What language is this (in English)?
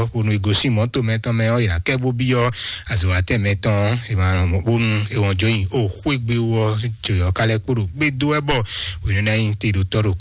Fon